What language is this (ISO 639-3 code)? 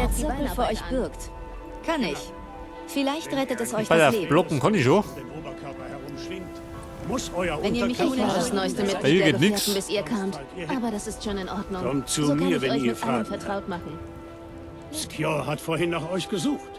bar